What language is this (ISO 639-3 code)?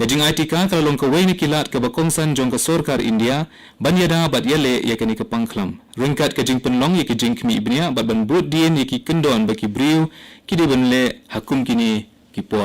kha